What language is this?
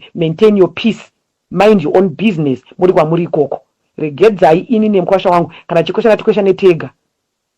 Shona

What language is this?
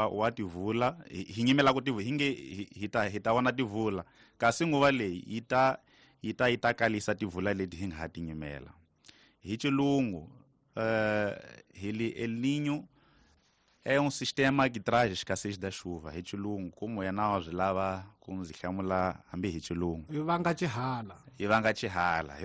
Tsonga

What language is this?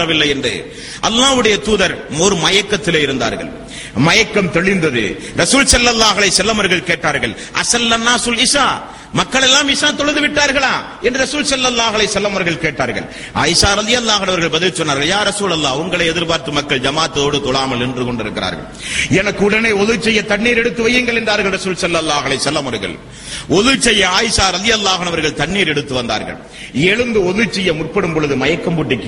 Tamil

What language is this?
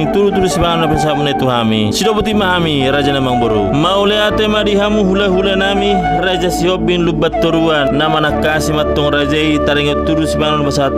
Batak Toba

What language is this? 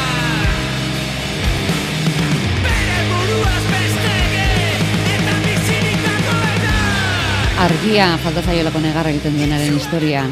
Basque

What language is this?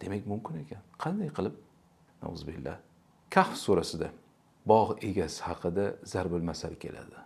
Uzbek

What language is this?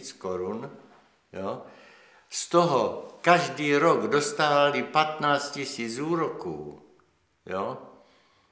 Czech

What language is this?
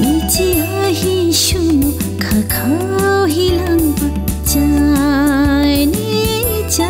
Dimasa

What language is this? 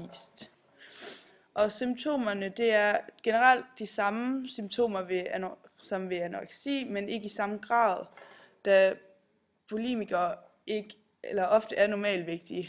Danish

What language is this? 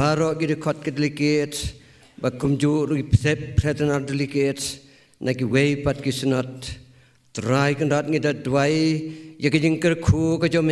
Khasi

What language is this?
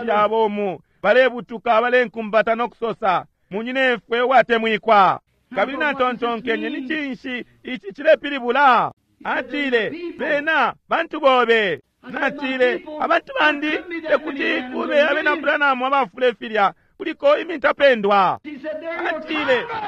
Bemba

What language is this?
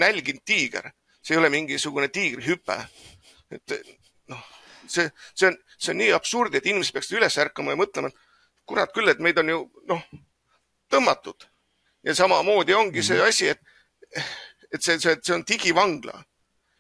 Estonian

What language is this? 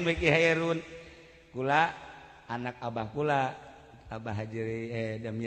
Sundanese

